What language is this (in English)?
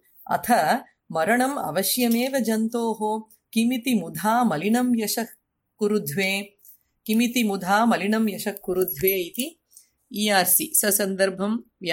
Sanskrit